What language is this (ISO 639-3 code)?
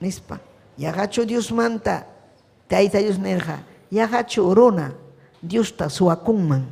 quy